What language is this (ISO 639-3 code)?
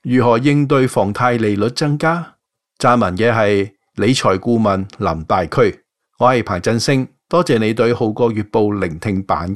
yue